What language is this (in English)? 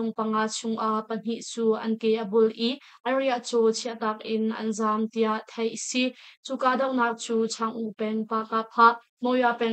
Hakha Chin